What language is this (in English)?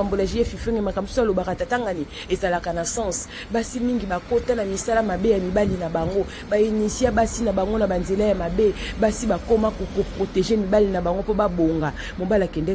Lingala